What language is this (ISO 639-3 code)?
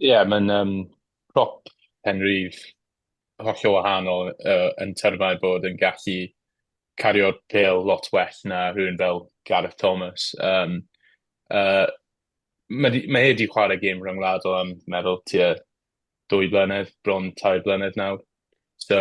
cym